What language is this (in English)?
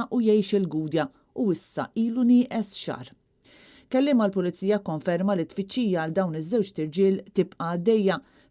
Maltese